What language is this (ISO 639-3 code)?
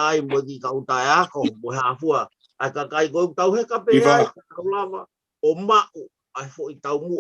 ton